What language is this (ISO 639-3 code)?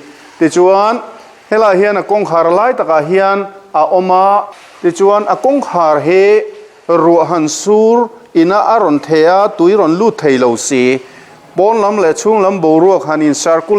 lus